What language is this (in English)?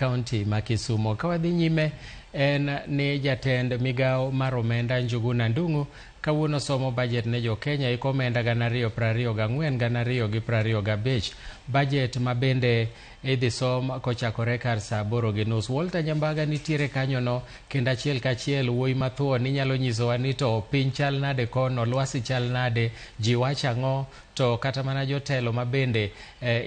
Luo (Kenya and Tanzania)